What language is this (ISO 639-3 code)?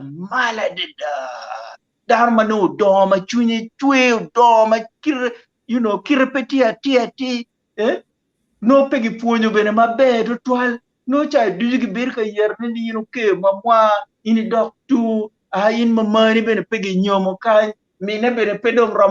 ach